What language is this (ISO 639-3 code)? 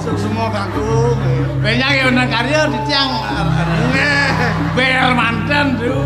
ban